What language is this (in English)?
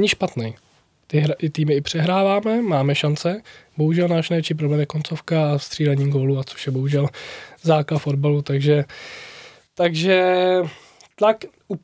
Czech